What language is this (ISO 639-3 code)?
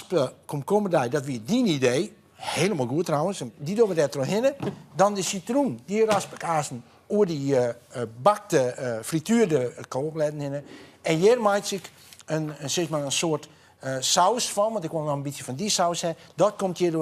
fry